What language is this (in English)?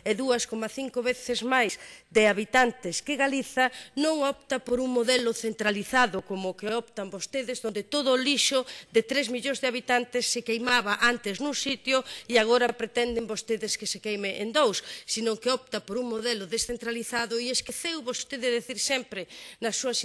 Galician